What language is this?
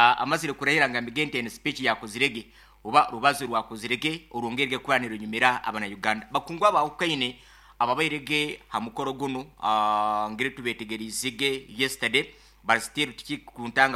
Nyankole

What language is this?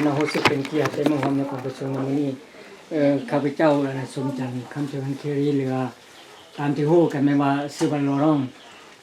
Lao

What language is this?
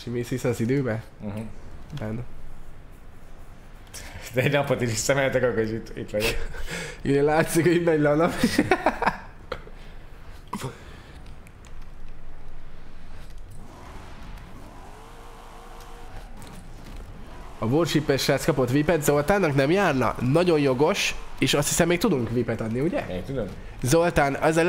Hungarian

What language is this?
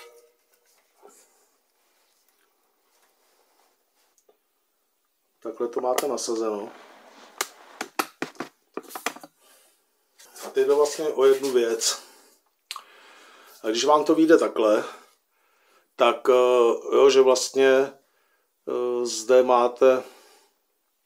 Czech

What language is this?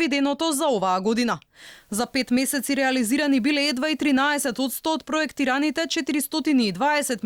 Macedonian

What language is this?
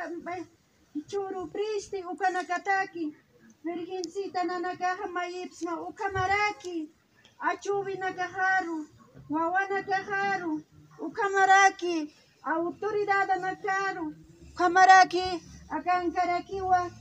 Aymara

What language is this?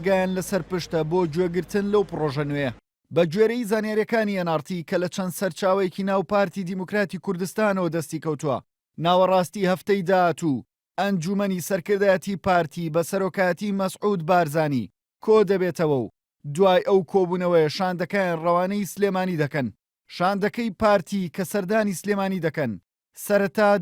Central Kurdish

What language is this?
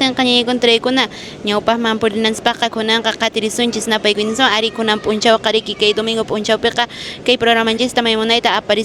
Quechua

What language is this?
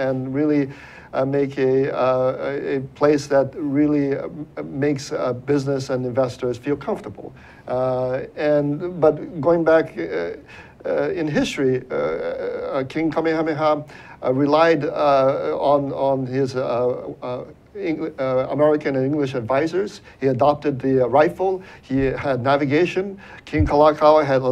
English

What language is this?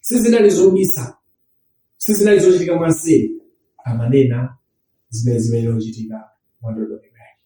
Nyanja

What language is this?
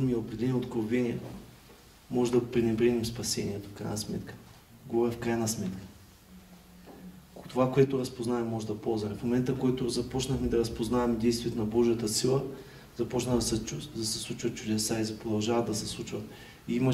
Bulgarian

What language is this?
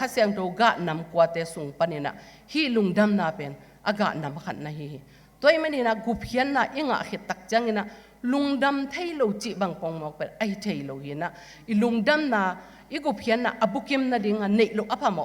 Tedim Chin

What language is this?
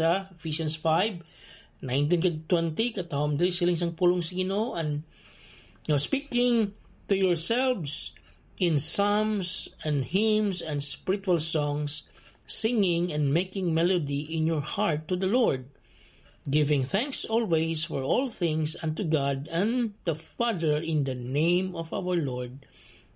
Hiligaynon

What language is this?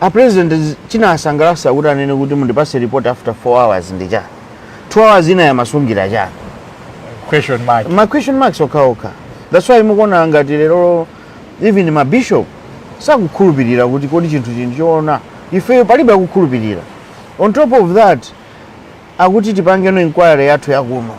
Nyanja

